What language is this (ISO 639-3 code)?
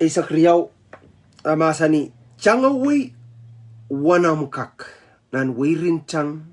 pon